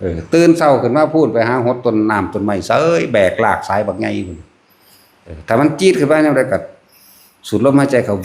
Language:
Northeastern Thai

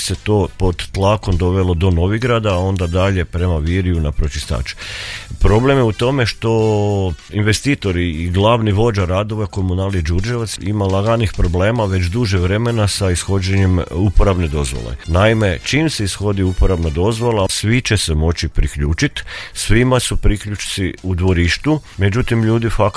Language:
Croatian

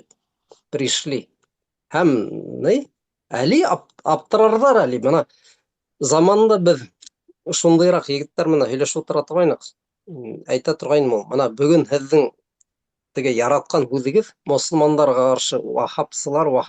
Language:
Bashkir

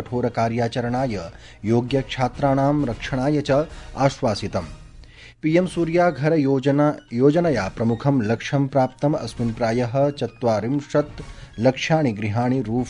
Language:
Sanskrit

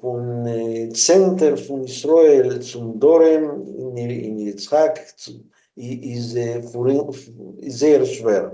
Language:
Yiddish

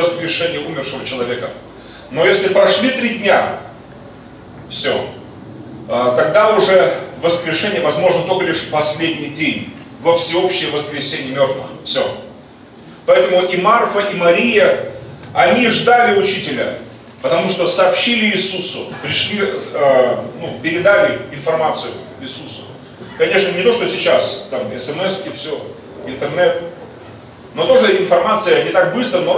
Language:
Russian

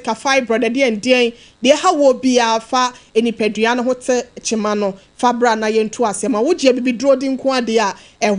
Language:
Akan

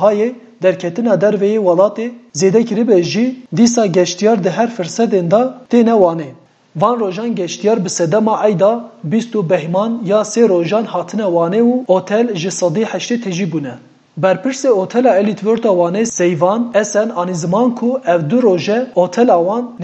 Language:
Kurdish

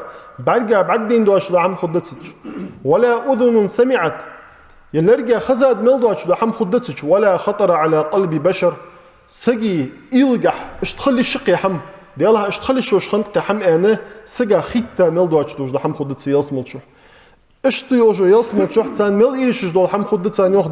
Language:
Ingush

